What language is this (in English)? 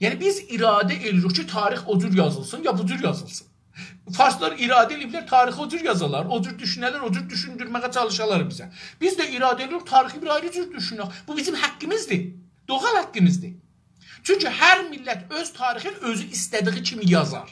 South Azerbaijani